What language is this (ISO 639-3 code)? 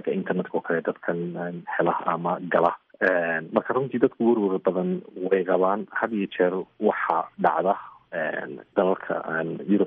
som